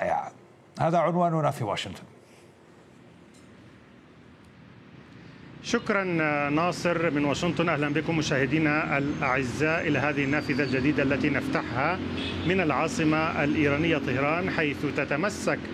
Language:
Arabic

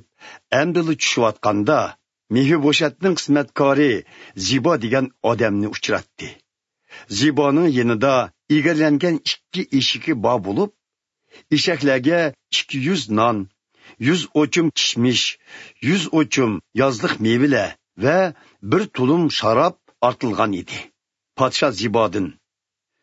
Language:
Uyghur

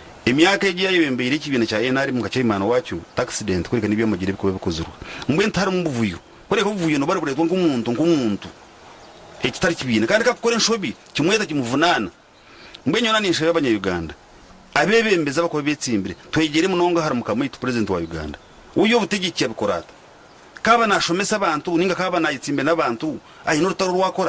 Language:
Nyankole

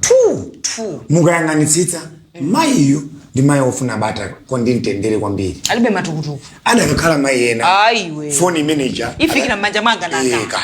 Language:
Nyanja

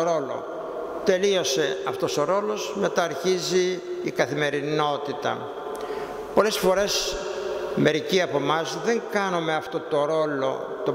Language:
Greek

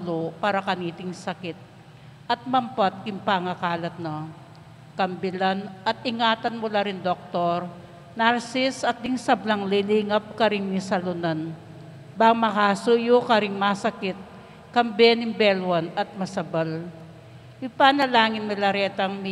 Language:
Pampanga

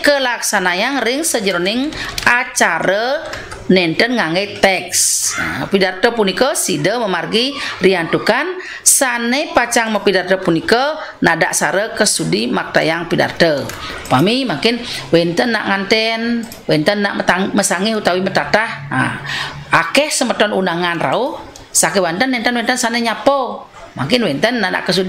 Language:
Balinese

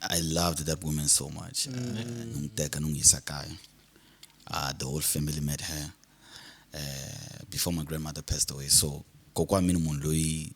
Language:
Tsonga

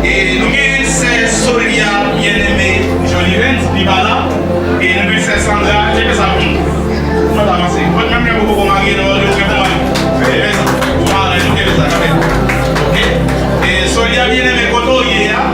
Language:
Haitian Creole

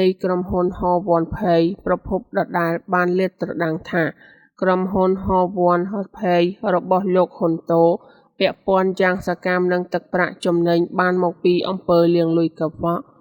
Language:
Khmer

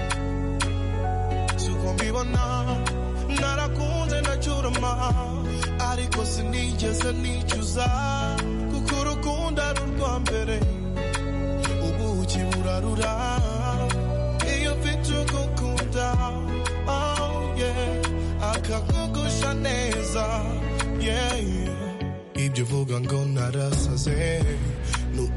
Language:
Kinyarwanda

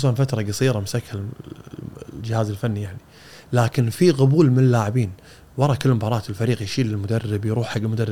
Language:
Gulf Arabic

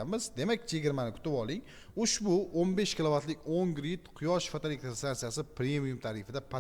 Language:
Uzbek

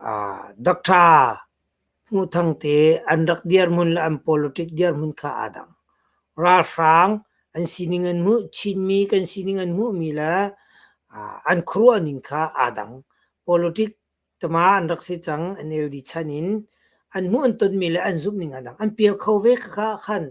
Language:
Hakha Chin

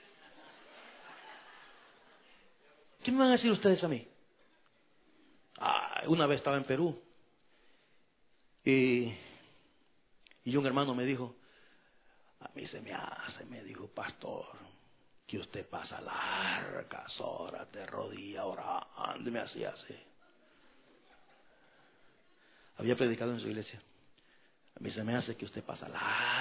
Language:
Spanish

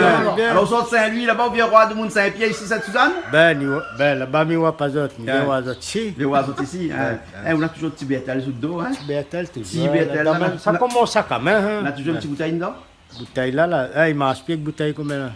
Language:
Réunion Creole French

